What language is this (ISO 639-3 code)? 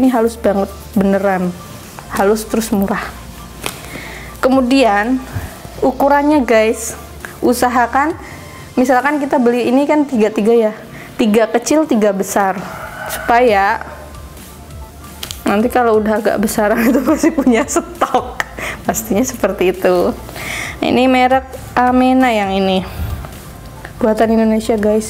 ind